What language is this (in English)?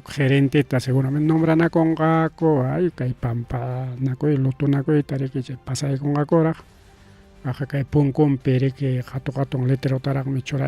Ayacucho Quechua